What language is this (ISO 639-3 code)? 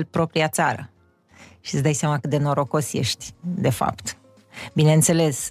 ron